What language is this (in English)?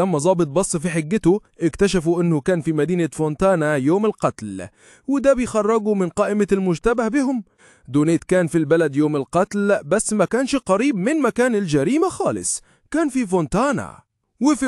Egyptian Arabic